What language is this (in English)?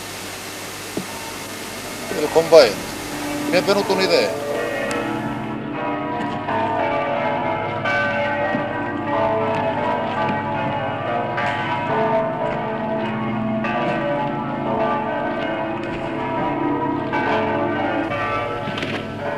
Italian